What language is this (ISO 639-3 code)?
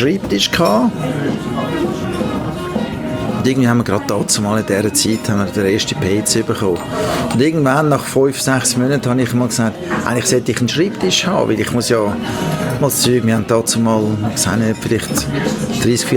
deu